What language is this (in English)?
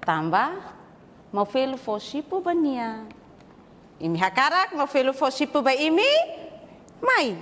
Tetum